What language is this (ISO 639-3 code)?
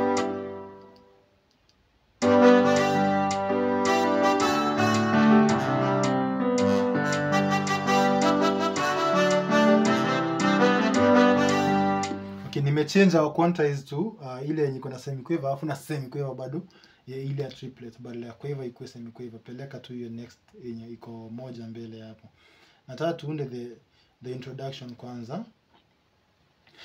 swa